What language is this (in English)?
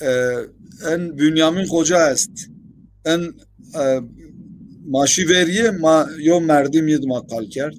Zaza